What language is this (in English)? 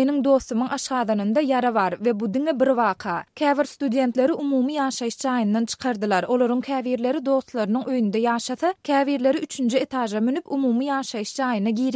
Turkmen